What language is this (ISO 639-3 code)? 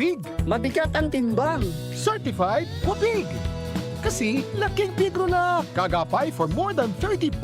bik